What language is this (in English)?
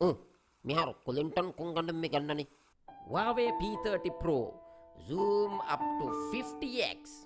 Divehi